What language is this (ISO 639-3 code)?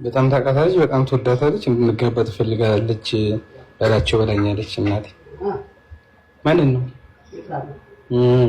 amh